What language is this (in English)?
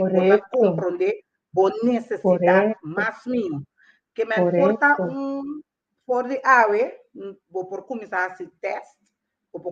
Papiamento